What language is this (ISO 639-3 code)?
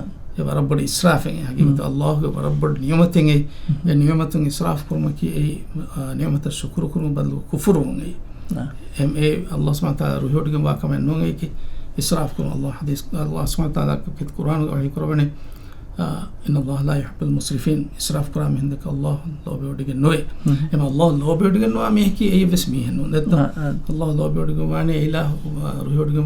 div